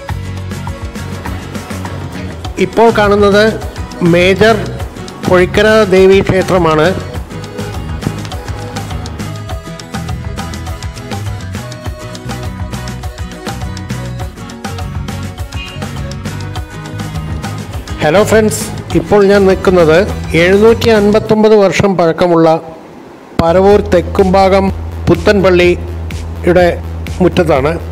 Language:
Malayalam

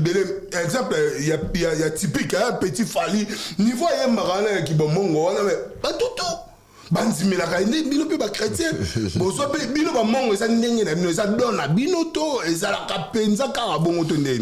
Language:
Lingala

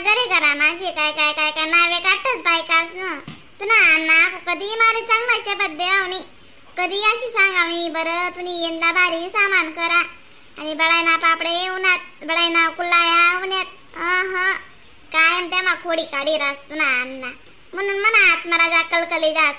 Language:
Khandesi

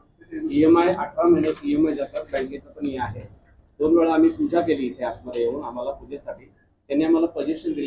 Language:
Marathi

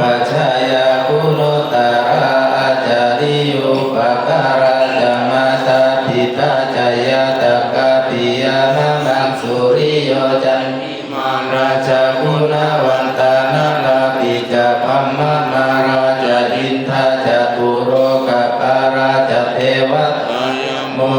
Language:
Pali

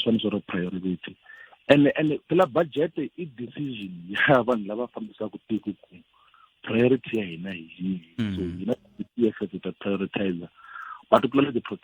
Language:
Tsonga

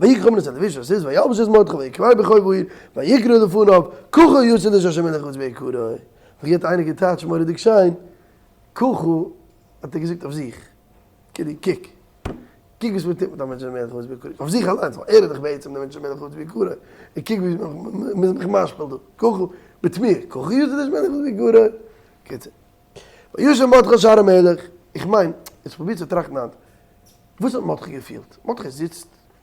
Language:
Yiddish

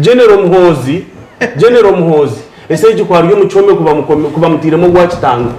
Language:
Nyankole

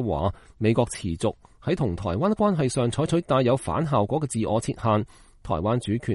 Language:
Cantonese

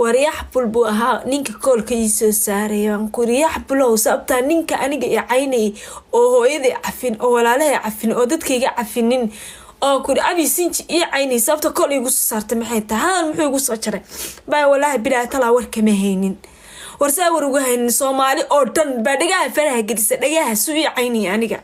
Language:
Somali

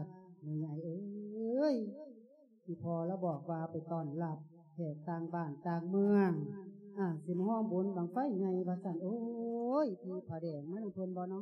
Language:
Lao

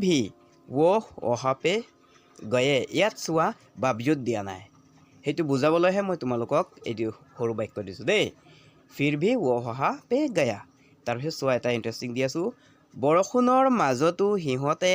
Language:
Assamese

